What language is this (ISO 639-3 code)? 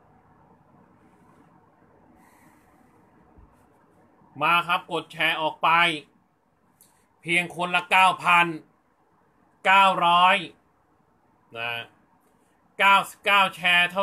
tha